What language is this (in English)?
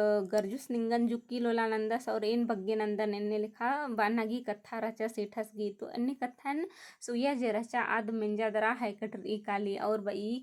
Kurukh